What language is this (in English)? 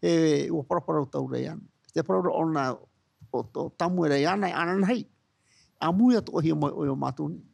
Tahitian